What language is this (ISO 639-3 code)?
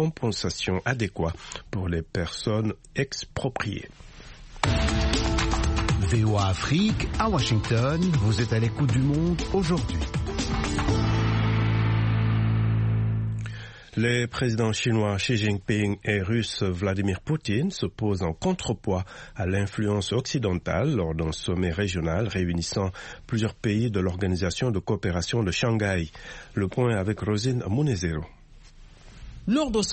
fra